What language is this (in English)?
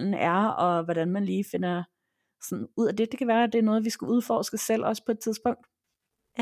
Danish